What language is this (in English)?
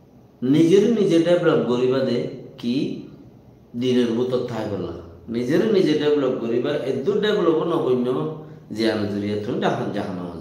Rohingya